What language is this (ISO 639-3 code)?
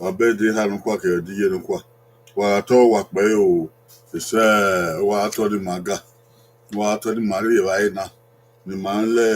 bin